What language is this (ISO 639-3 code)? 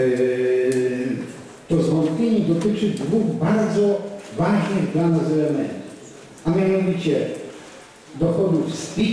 pol